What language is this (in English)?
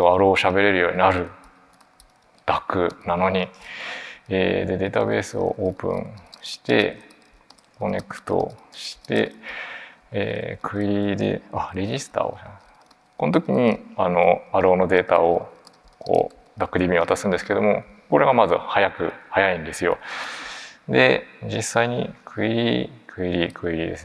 Japanese